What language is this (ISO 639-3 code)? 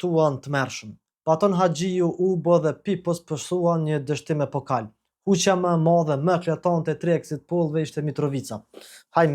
sqi